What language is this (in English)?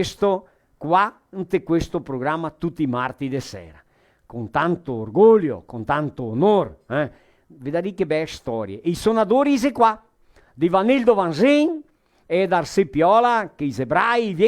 Venetian